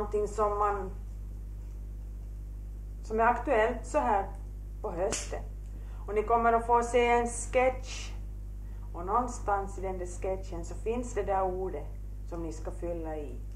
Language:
Swedish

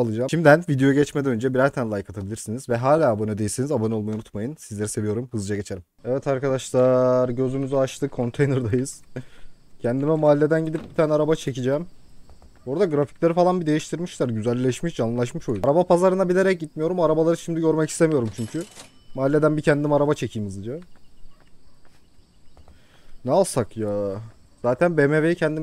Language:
Turkish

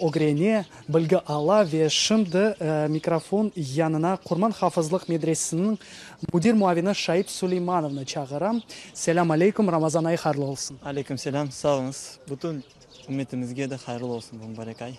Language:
Crimean Tatar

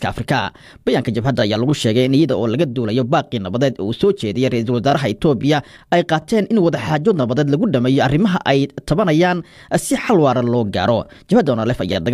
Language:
Somali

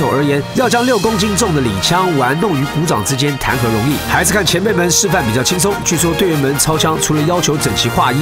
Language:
Chinese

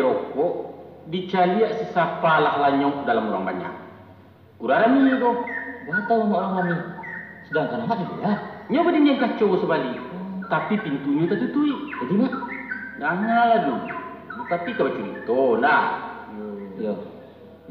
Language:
Minangkabau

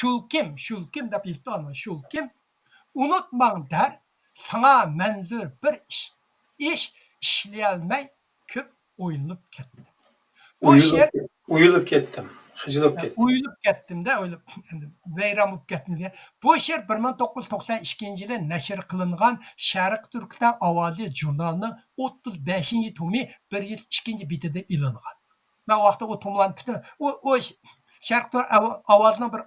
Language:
Uyghur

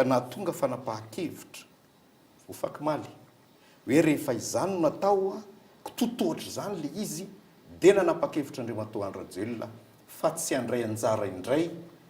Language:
Malagasy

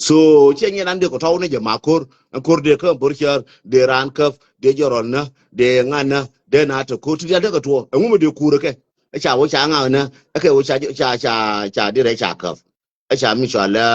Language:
Nuer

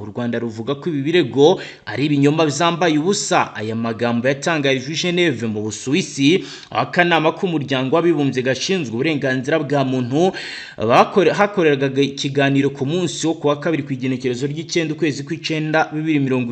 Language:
Kinyarwanda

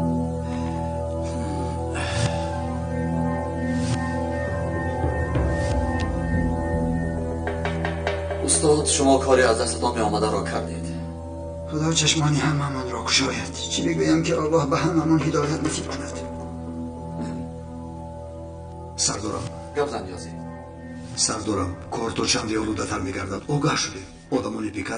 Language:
Tajik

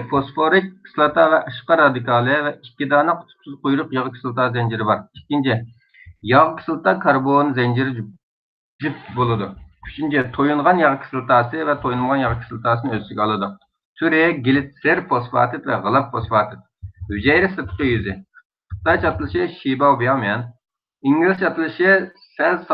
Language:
Uyghur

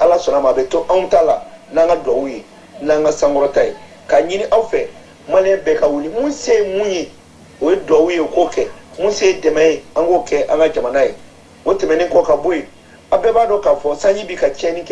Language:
Bambara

